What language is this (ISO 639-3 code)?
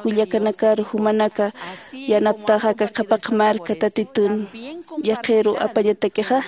aym